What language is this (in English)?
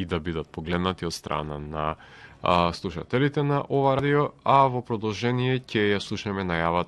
Macedonian